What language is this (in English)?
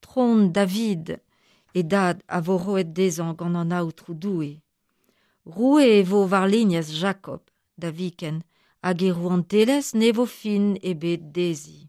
Breton